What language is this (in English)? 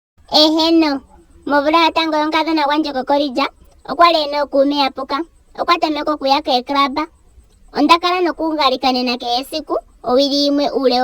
Ndonga